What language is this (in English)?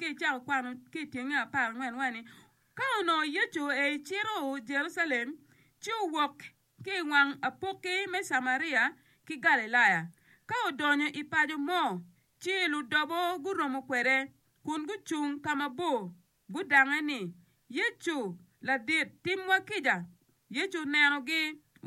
Acoli